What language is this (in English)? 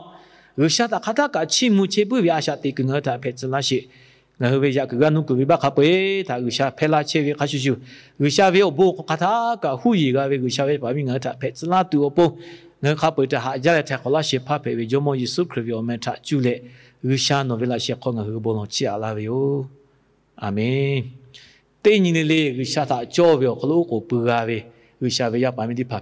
Lahu